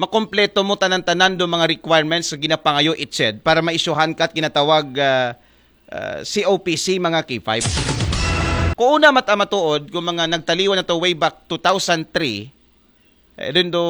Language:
Aklanon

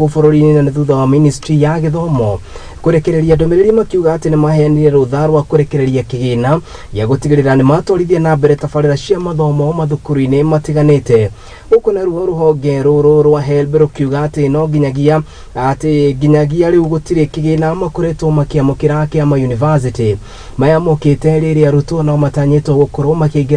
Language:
Kikuyu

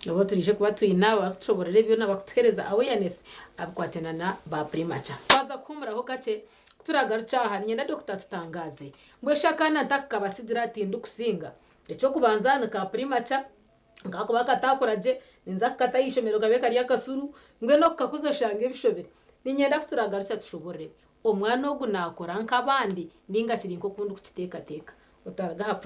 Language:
Nyankole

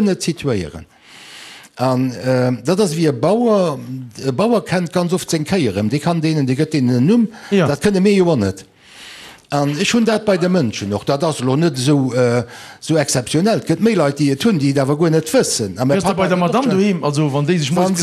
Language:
Luxembourgish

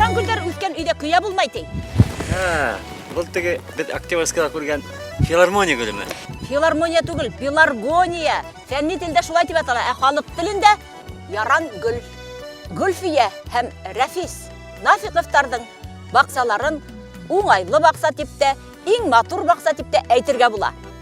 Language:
Bashkir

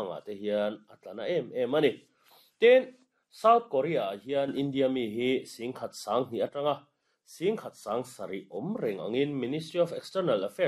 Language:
Mizo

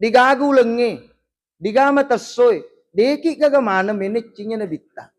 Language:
Buginese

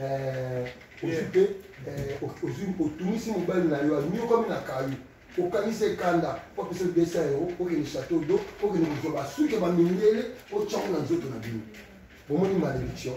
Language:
Lingala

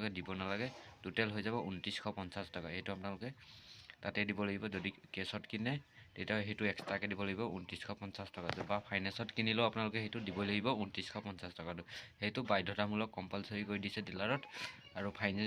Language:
Assamese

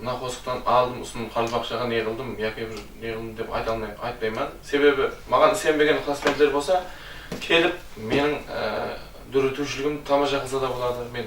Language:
Kara-Kalpak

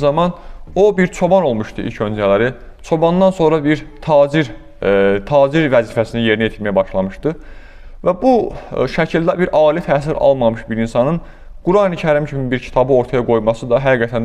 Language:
Azerbaijani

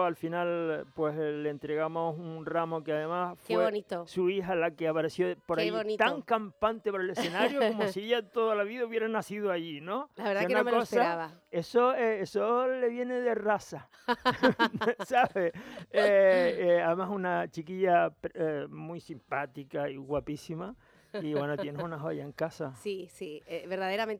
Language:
Spanish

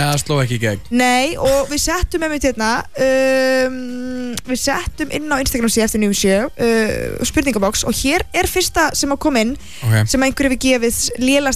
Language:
Icelandic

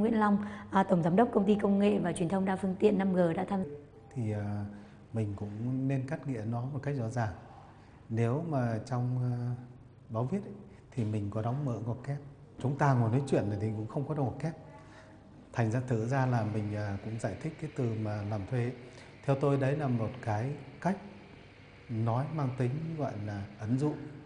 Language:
Vietnamese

